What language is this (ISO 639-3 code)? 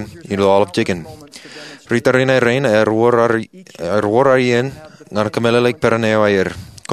mah